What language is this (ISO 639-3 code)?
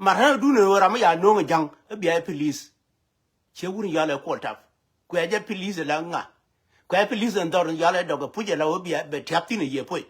nus